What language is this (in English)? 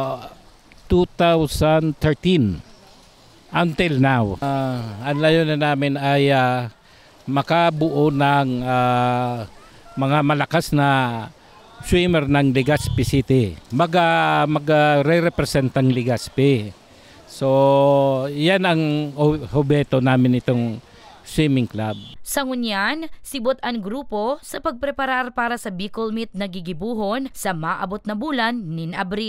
Bikol